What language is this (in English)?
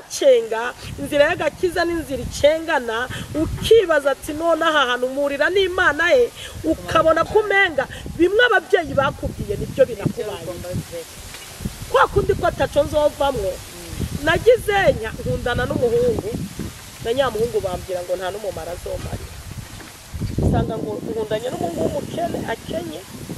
Rundi